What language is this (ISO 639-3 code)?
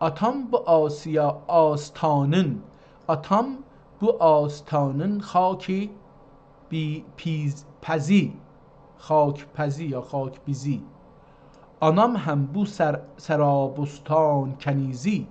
azb